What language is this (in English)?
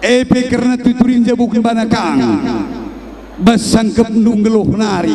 Batak Karo